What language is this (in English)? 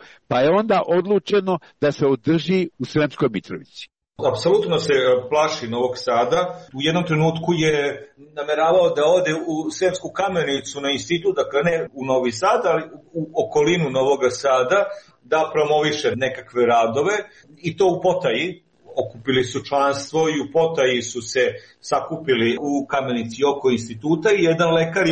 Serbian